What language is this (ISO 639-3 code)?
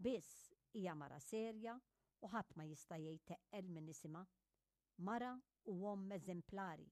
mlt